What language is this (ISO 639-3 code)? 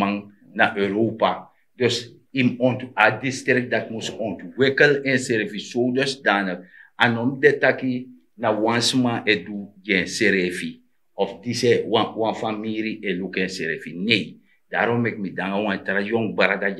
srn